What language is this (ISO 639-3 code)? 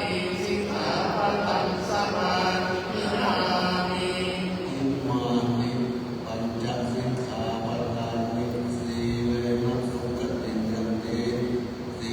pli